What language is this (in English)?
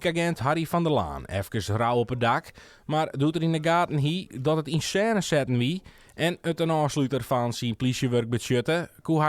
Western Frisian